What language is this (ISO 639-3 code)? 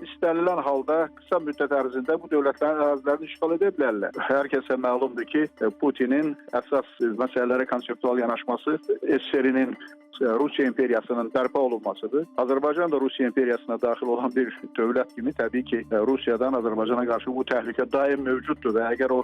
aze